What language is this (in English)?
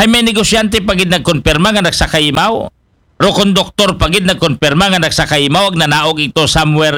Aklanon